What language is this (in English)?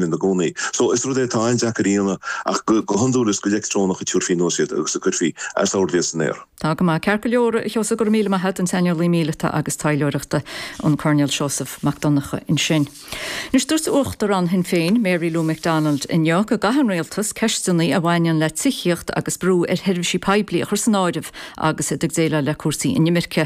Irish